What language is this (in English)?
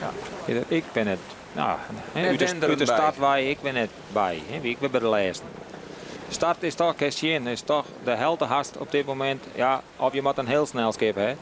Western Frisian